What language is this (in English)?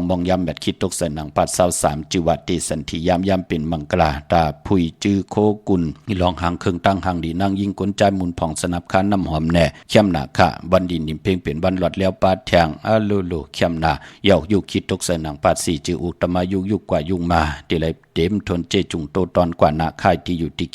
Shan